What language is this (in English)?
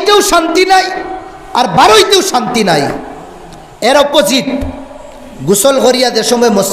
Sylheti